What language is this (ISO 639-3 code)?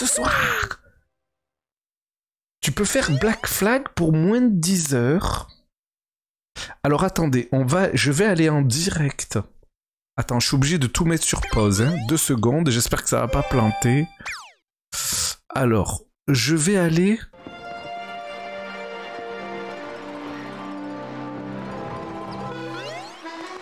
fra